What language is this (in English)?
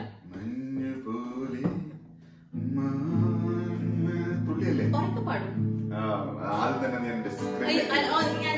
Malayalam